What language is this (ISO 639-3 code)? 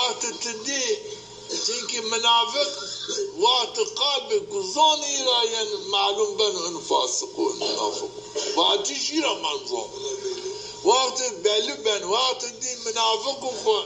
zza